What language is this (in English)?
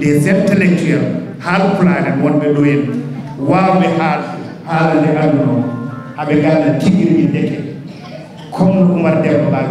Fula